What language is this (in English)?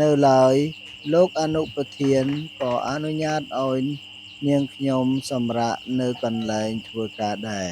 Khmer